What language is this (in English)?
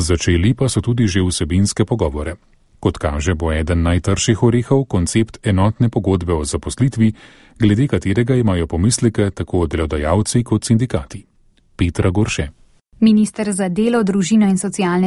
Slovenian